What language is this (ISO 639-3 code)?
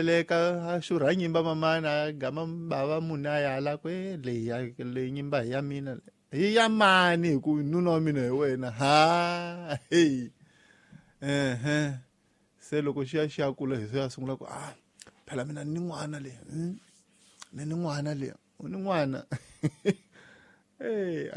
tso